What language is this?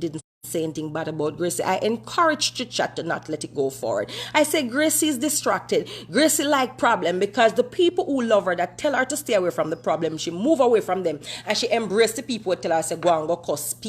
Jamaican Creole English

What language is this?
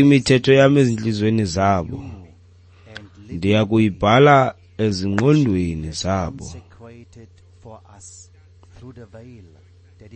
Xhosa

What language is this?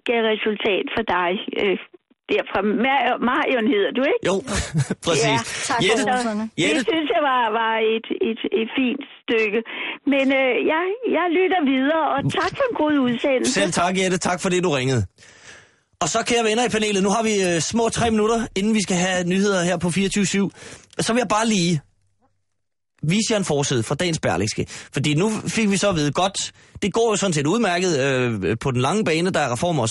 Danish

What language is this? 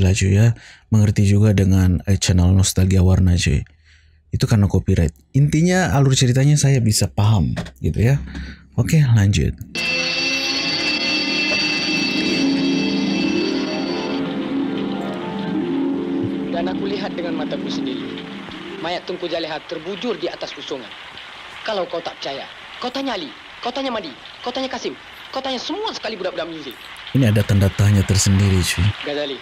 Indonesian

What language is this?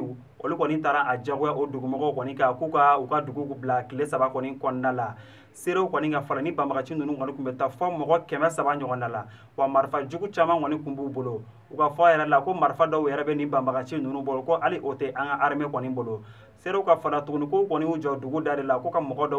Bambara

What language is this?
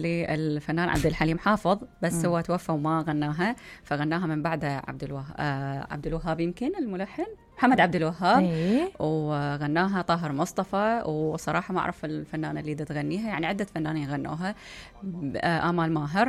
Mesopotamian Arabic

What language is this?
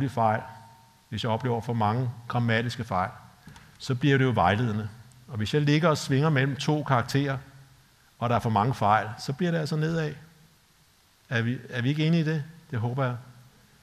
Danish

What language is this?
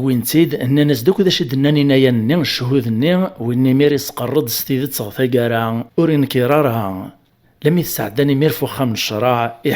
Kabyle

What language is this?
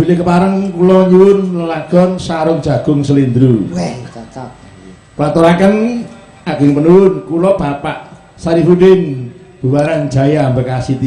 Javanese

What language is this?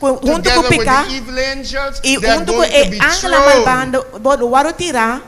Papiamento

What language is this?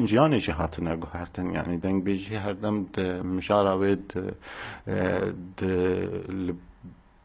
Kurdish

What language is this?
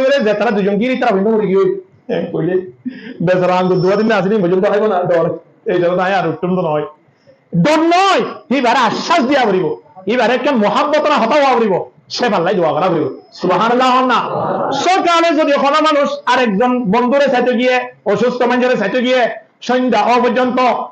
Rohingya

